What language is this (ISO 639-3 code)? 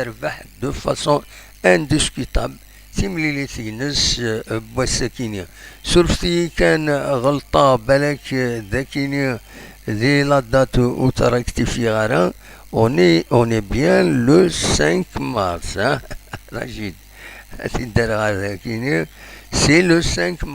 kab